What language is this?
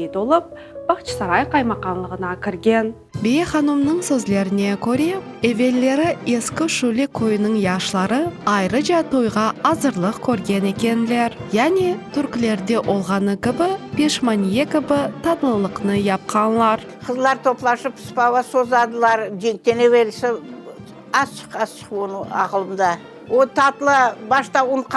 Crimean Tatar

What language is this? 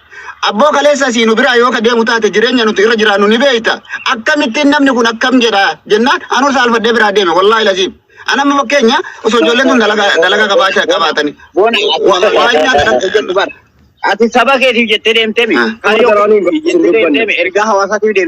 Oromo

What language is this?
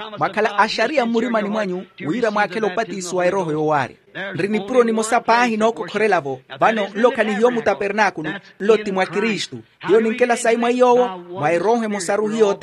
Makhuwa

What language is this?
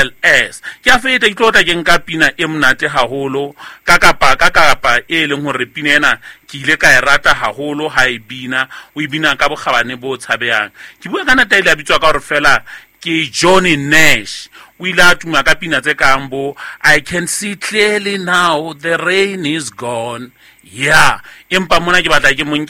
Southern Sotho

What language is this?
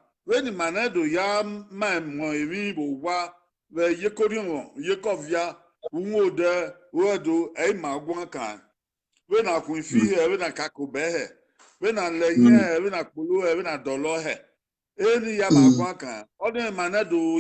Bini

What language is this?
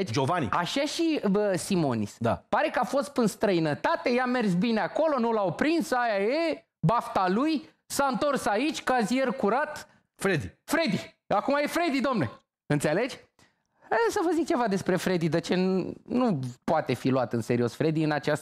Romanian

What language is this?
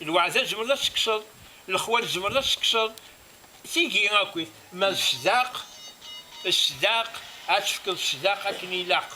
Kabyle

